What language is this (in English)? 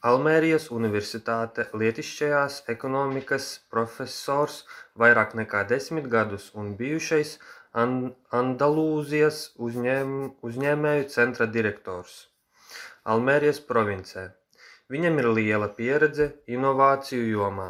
Latvian